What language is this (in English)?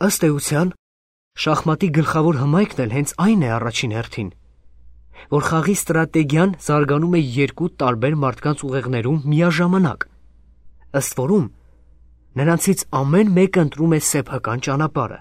Armenian